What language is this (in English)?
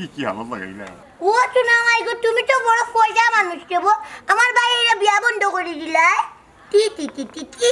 Sylheti